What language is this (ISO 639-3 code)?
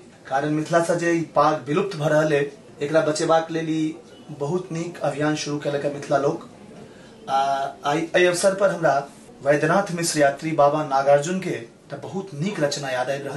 mai